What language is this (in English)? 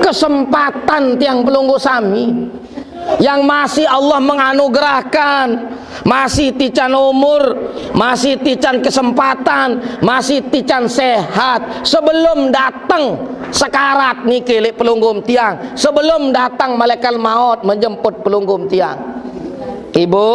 Sasak